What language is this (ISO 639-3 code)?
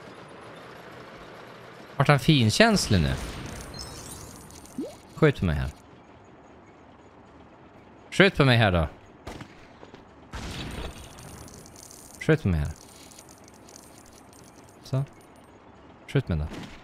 swe